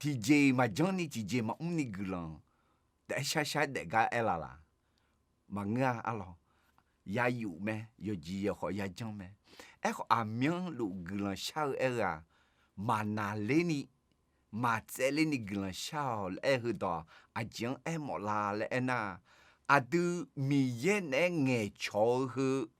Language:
Akha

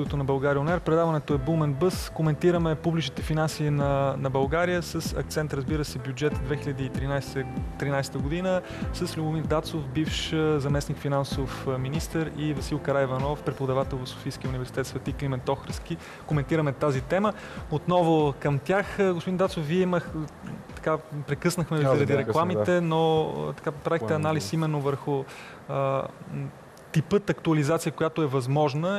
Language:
Bulgarian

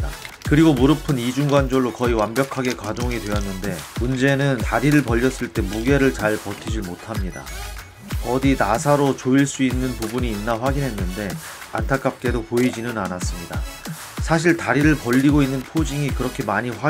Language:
Korean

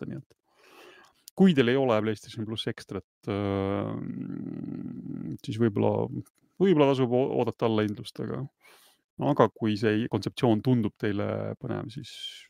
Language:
Estonian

